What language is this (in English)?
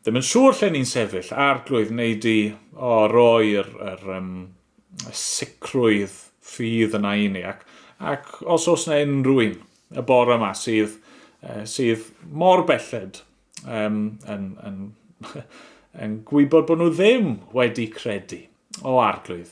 Welsh